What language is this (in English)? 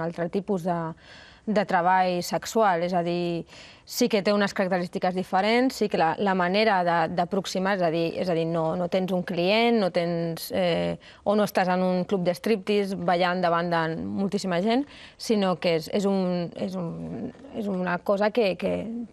Catalan